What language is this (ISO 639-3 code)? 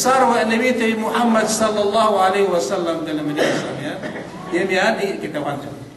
yka